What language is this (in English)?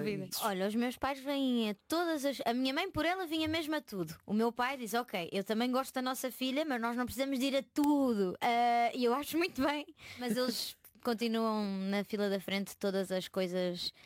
Portuguese